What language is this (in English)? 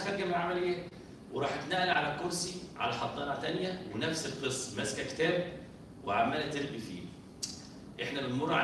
Egyptian Arabic